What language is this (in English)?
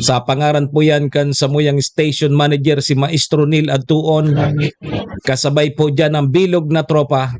Bikol